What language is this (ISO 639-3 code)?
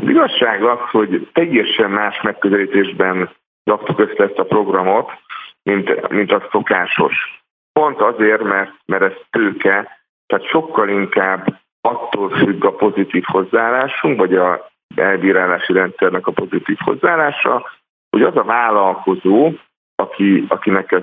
hun